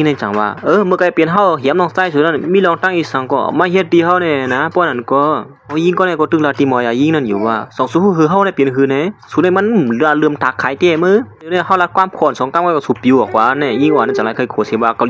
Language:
Shan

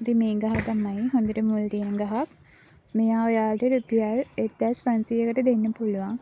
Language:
Sinhala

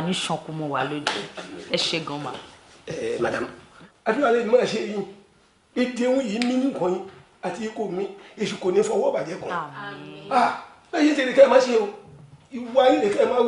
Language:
Yoruba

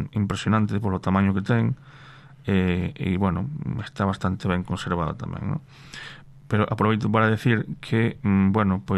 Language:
Galician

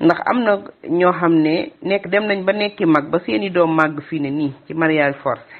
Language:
Wolof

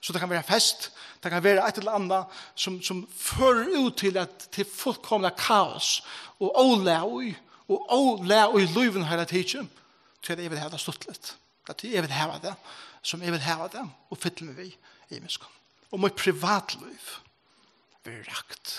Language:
Faroese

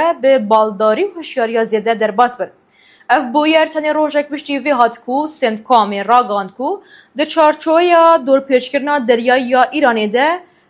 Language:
Kurdish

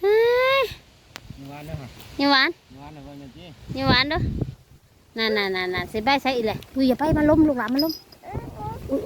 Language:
Northeastern Thai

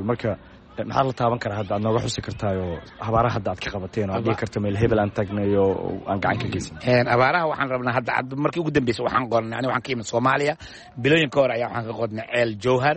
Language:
Somali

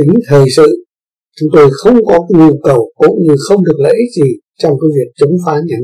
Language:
Vietnamese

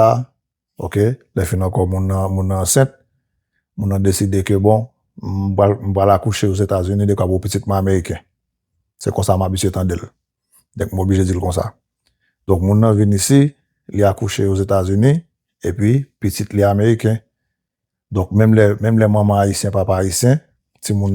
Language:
Haitian Creole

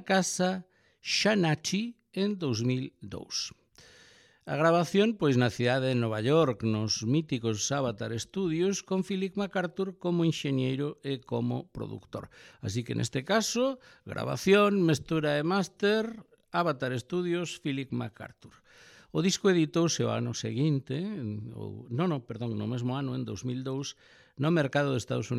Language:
Galician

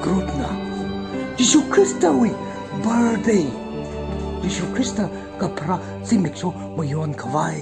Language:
Tangkhul Naga (India)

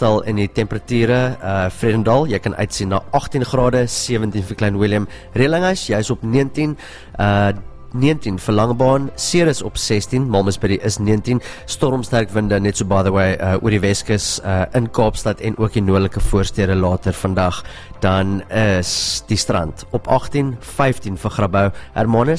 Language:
Afrikaans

